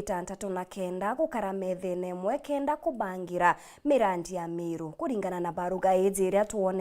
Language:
Meru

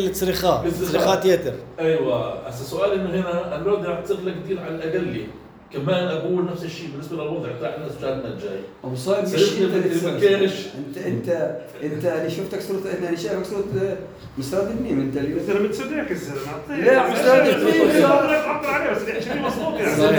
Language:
North Levantine Arabic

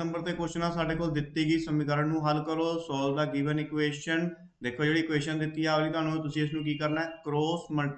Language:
Punjabi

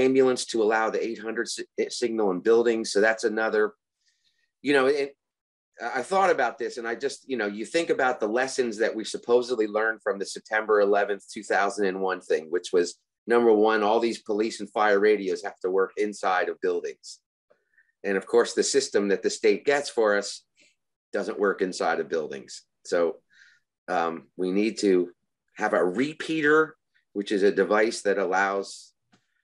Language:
English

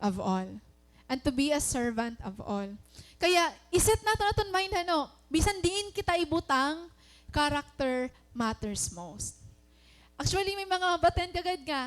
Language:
Waray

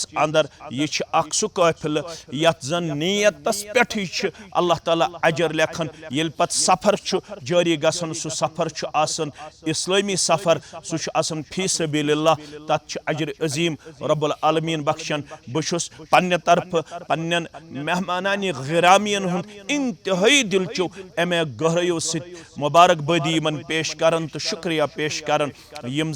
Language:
Kashmiri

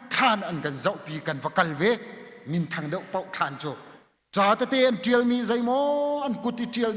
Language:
Hakha Chin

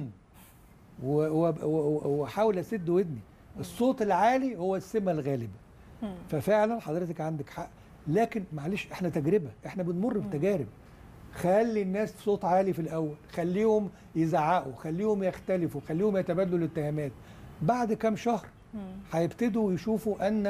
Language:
Egyptian Arabic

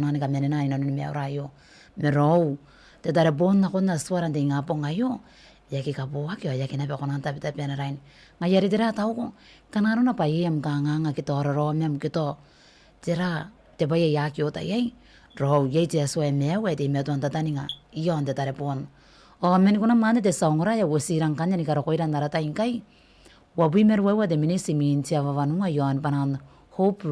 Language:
Gilbertese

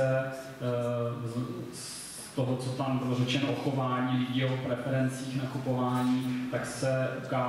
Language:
Czech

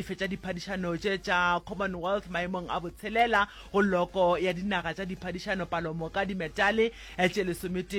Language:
Northern Sotho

